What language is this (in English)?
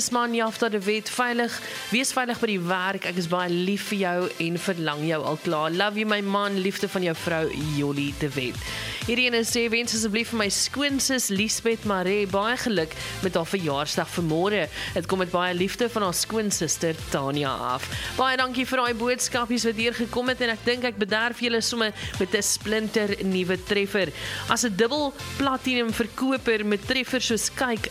Afrikaans